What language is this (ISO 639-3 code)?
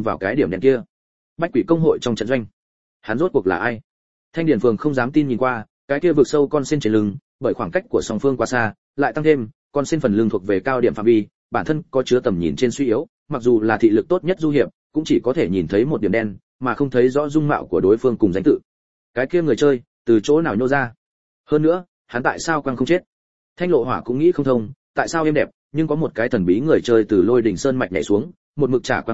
vie